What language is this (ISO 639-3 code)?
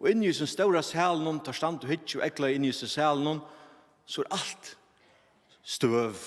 fao